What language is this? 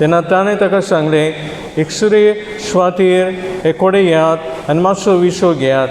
Konkani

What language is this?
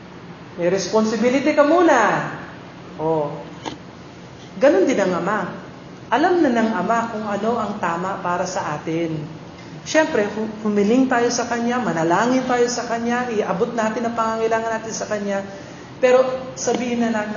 Filipino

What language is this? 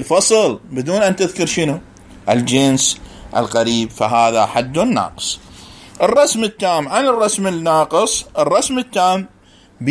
Mesopotamian Arabic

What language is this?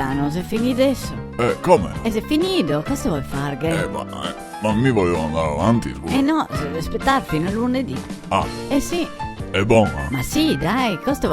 Venetian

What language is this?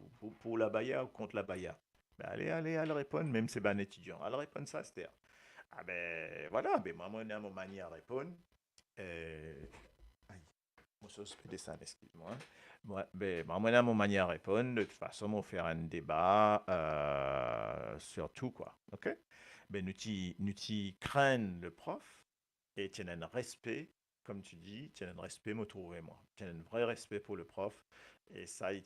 Morisyen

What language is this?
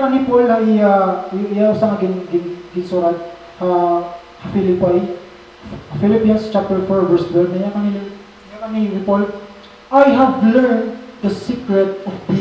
Waray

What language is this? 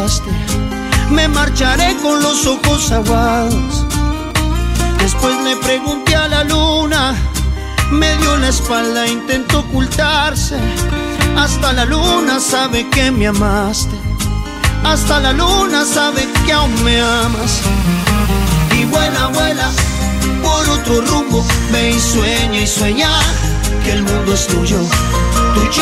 Spanish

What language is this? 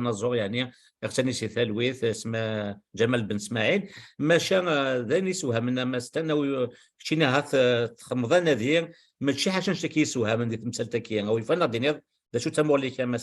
Kabyle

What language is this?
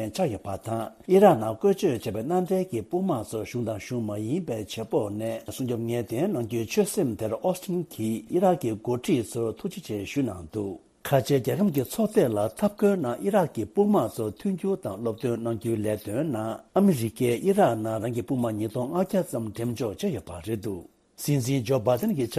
Tibetan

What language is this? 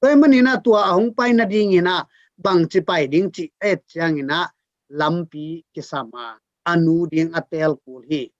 Tedim Chin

